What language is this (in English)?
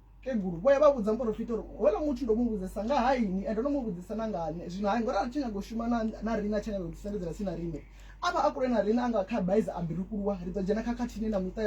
Venda